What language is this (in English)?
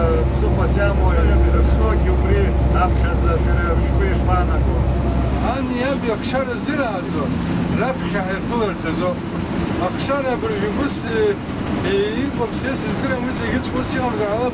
Abkhazian